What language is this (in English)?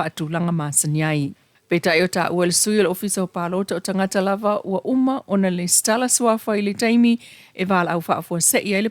Samoan